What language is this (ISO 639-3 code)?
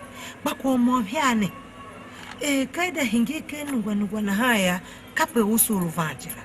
tiv